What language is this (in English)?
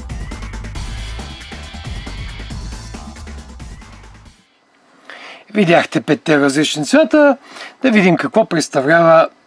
Bulgarian